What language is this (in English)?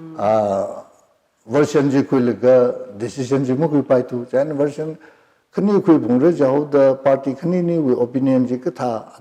Tangkhul Naga (India)